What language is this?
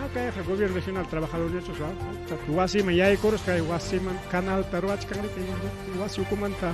Ayacucho Quechua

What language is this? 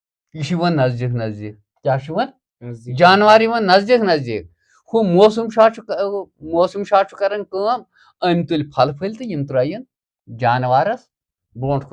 Kashmiri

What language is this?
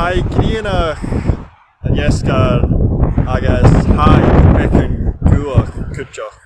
Scottish Gaelic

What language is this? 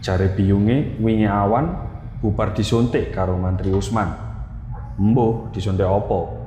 Javanese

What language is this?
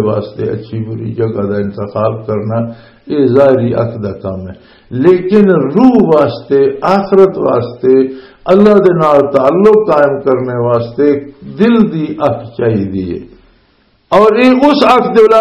Western Panjabi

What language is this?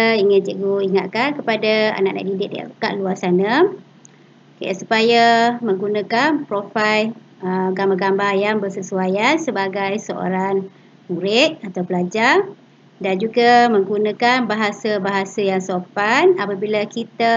Malay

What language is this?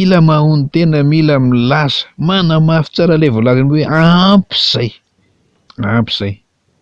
Malagasy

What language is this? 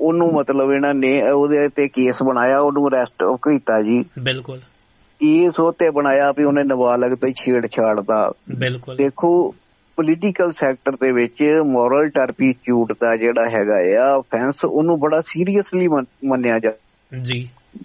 Punjabi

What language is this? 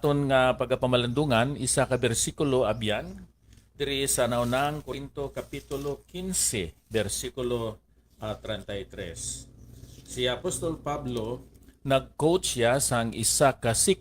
Hiligaynon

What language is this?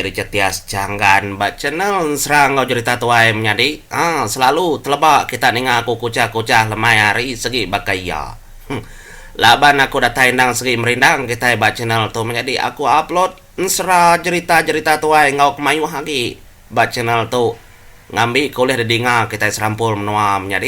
Iban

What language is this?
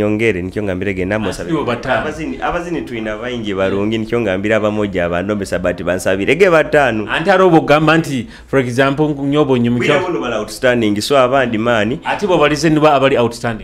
Nyoro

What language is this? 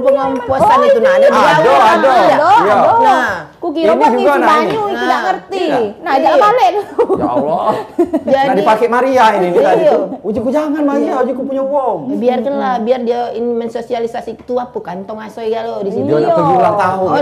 Musi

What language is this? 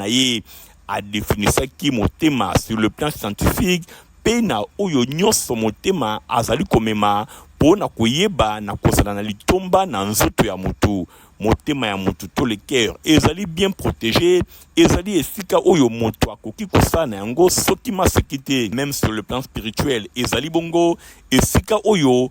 Lingala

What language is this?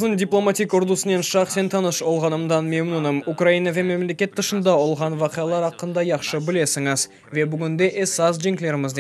Crimean Tatar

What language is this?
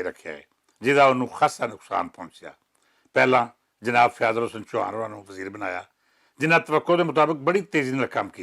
Western Panjabi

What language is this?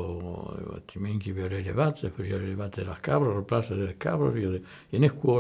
Occitan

